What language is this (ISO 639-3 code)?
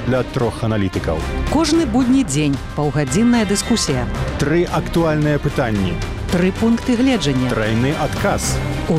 bel